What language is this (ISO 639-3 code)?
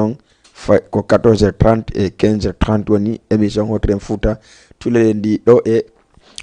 ful